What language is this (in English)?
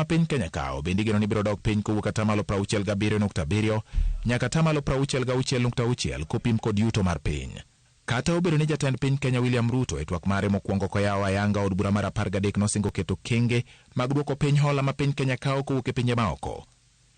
Luo (Kenya and Tanzania)